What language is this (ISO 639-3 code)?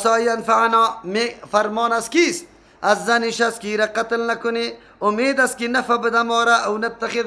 fas